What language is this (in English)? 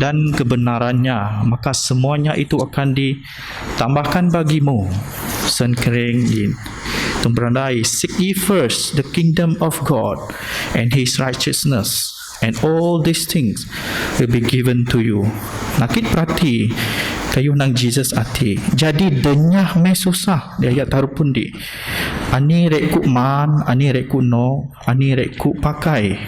Biatah Bidayuh